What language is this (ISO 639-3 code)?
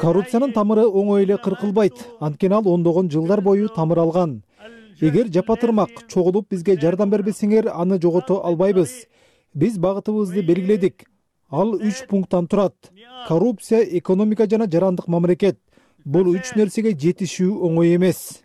kir